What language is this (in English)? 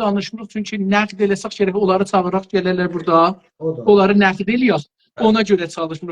South Azerbaijani